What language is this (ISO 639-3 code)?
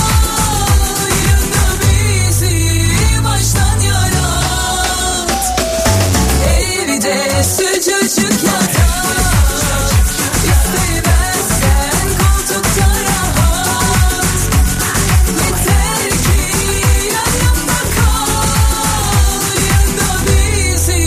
tur